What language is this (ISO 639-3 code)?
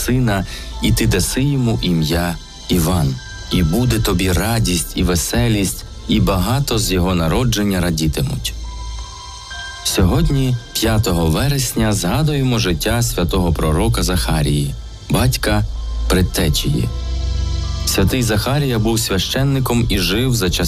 ukr